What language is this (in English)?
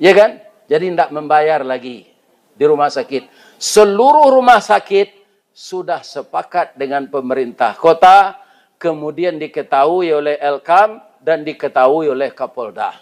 Minangkabau